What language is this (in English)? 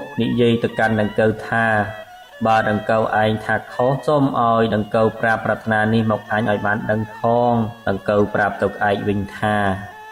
Khmer